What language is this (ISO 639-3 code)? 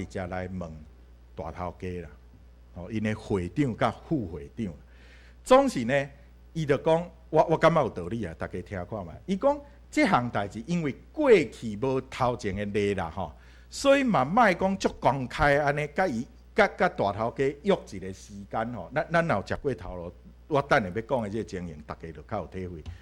nan